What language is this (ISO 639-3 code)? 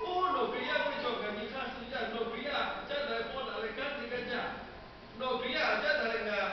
lhu